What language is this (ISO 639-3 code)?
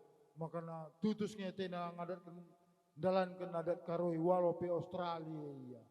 btx